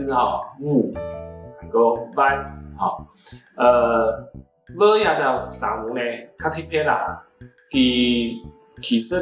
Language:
Hakka Chinese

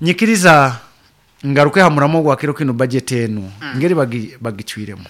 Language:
Nyoro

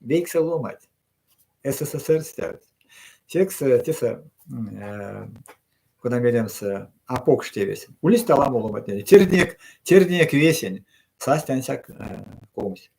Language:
Erzya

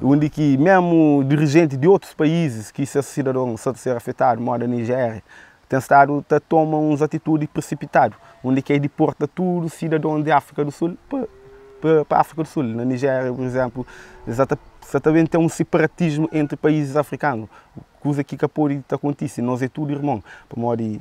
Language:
Kabuverdianu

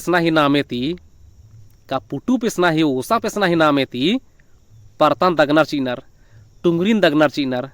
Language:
Kurukh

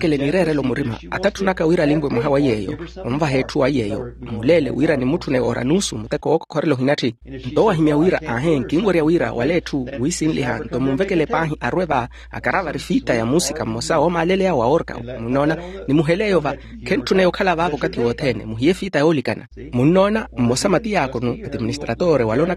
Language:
Makhuwa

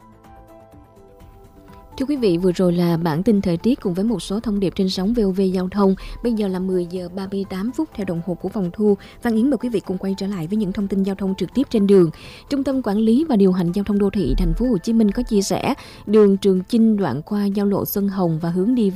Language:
Vietnamese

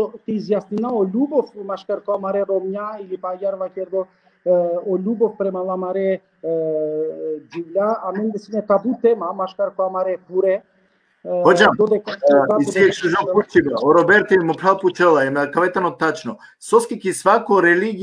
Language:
Balkan Romani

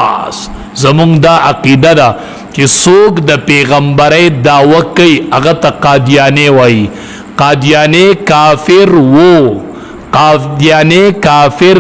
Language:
Pashto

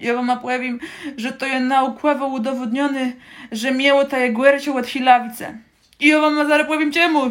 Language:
Kashubian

